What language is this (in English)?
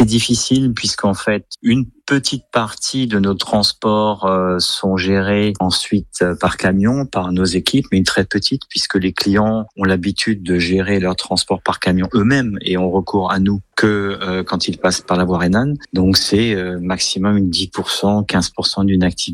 French